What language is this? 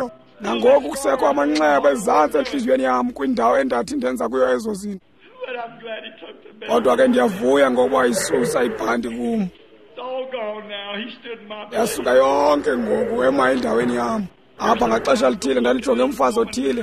Xhosa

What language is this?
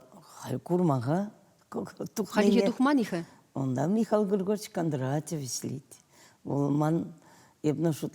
Chuvash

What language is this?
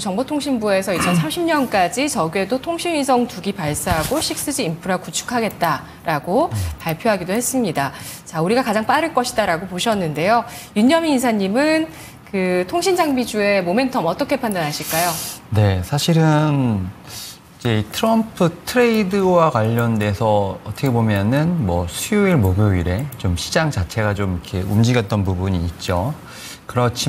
Korean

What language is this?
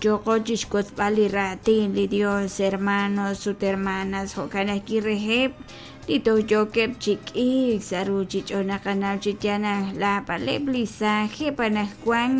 Kekchí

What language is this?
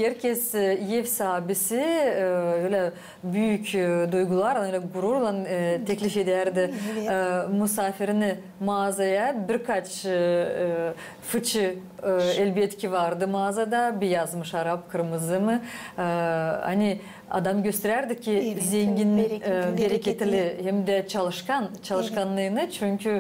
Gagauz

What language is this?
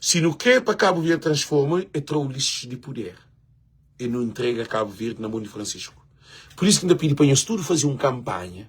Kabuverdianu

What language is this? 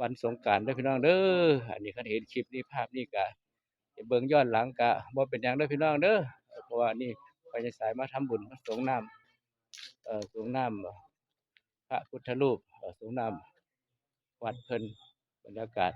Northeastern Thai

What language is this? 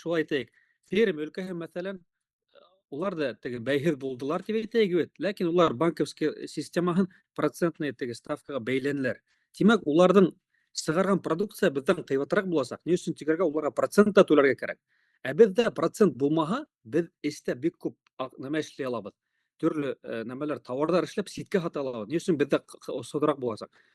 Bashkir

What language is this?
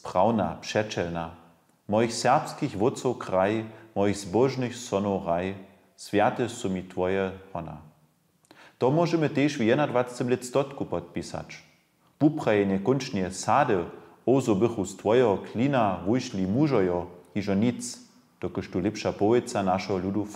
Upper Sorbian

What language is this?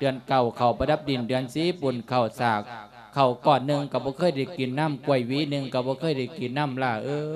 Lao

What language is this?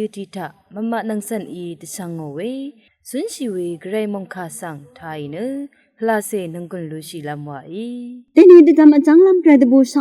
Rawang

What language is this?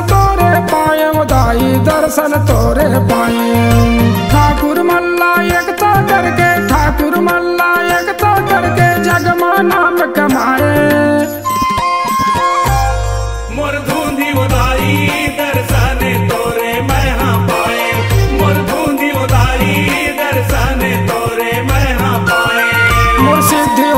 Chhattisgarhi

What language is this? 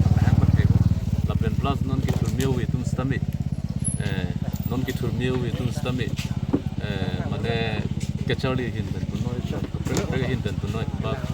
Karbi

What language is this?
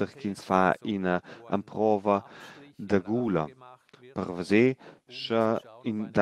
Romansh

